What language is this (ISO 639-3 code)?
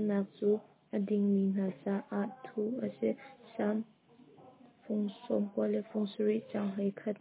cnh